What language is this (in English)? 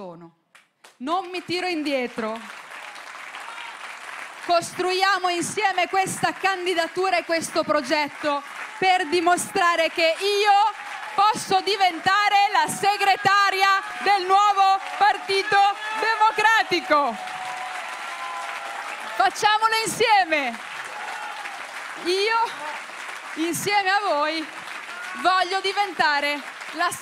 Italian